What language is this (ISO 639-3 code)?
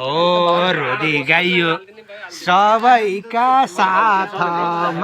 nep